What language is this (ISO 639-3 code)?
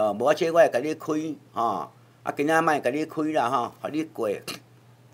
nan